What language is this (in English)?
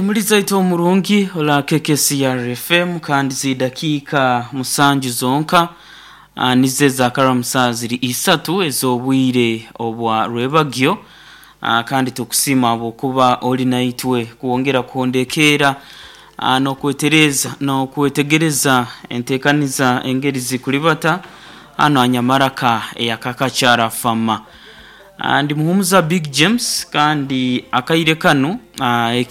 Nyoro